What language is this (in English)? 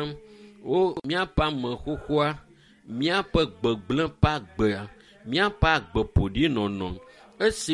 Ewe